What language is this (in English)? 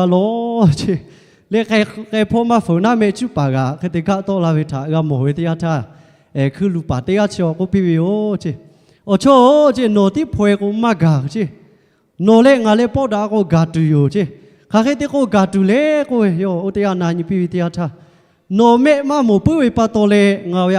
Lahu